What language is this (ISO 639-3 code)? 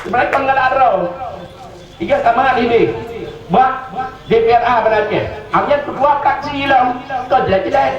ace